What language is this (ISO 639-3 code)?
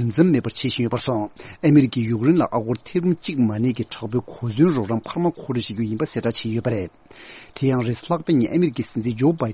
bod